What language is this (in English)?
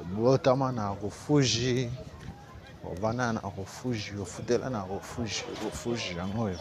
Lingala